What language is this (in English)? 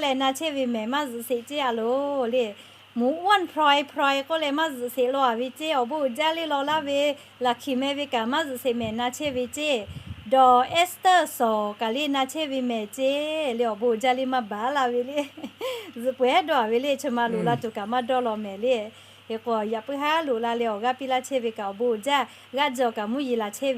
Lahu